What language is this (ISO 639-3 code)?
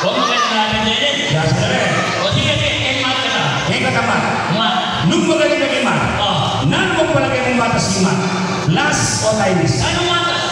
pam